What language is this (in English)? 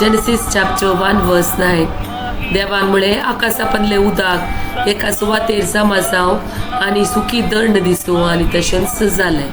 Konkani